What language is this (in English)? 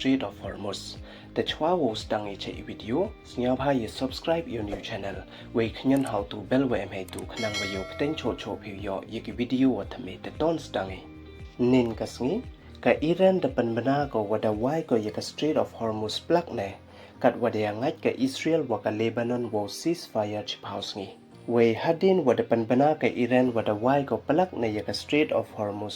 Pnar